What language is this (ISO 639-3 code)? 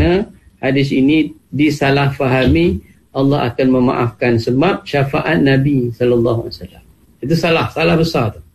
msa